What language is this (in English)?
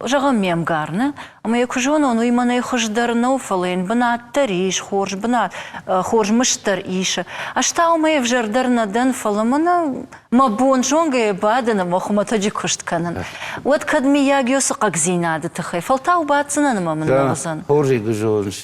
Ossetic